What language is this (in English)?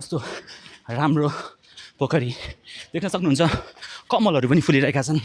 Nepali